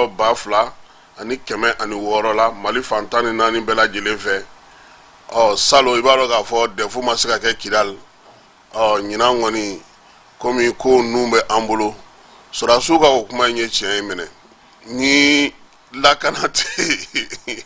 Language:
Bambara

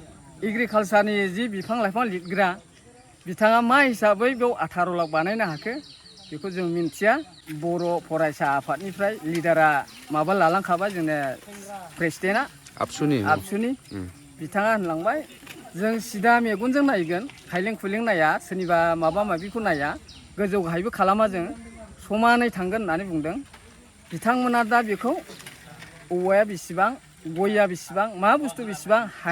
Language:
Bodo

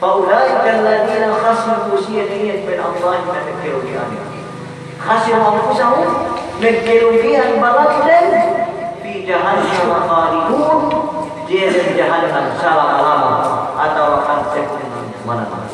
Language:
Yakan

